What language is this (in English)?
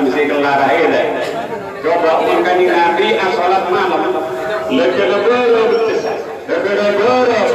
Madurese